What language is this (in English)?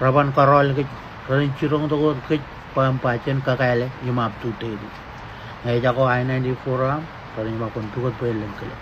Marshallese